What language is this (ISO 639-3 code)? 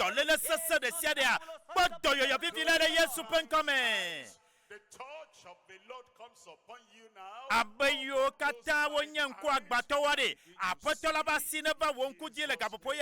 ewe